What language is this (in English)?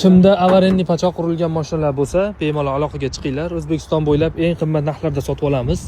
Uzbek